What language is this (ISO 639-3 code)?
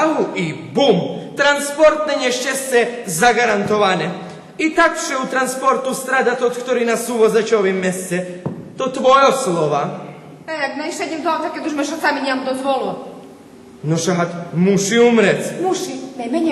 rue